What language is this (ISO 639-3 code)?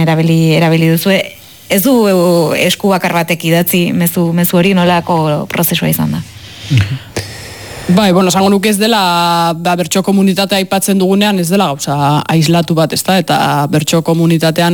eus